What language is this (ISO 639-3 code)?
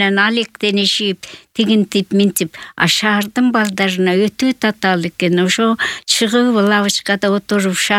kir